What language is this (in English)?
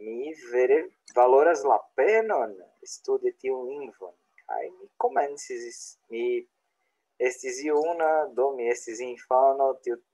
Esperanto